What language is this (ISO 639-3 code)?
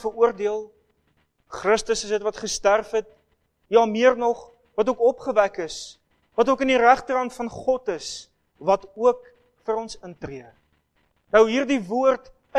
afr